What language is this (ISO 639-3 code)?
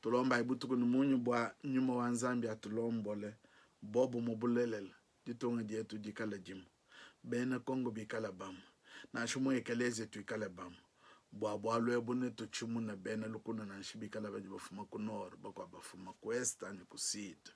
lua